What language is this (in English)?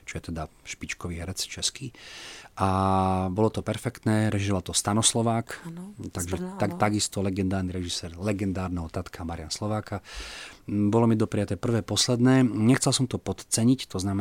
Slovak